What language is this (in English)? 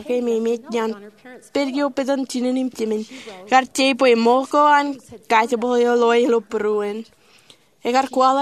Marshallese